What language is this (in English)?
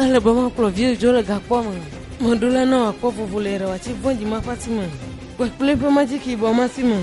Ewe